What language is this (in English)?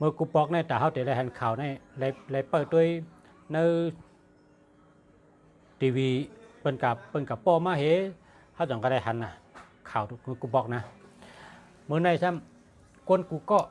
Shan